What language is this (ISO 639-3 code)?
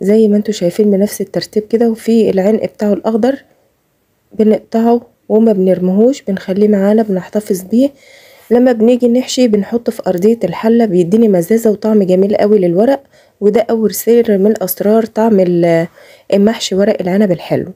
arz